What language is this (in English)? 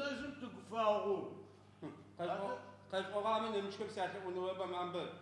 Adyghe